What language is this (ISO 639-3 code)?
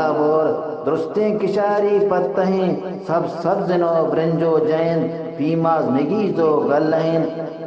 bgp